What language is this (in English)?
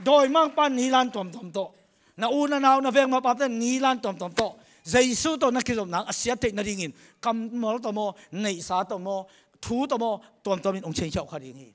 Tedim Chin